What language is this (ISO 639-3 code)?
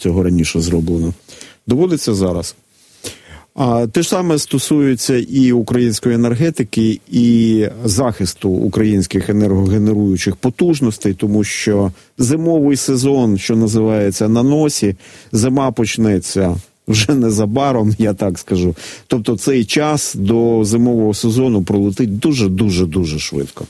ukr